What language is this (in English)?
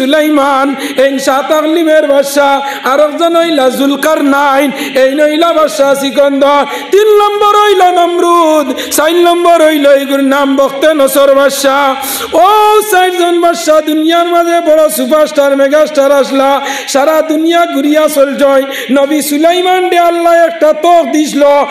Sylheti